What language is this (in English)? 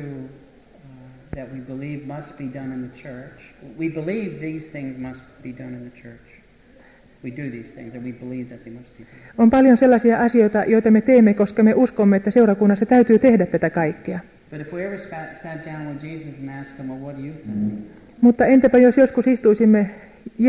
Finnish